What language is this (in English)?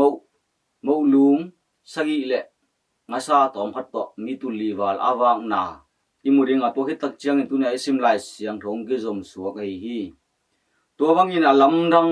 Tedim Chin